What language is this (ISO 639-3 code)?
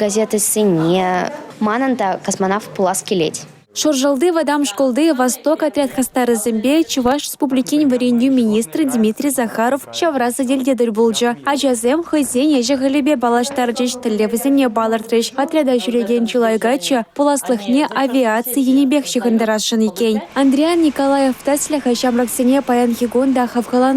chv